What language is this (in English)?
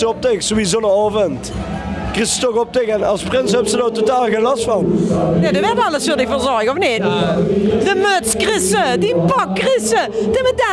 Limburgish